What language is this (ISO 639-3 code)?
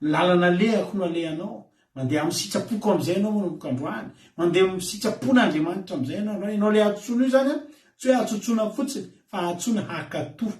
mlg